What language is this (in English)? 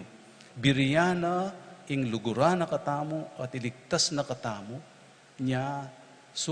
Pampanga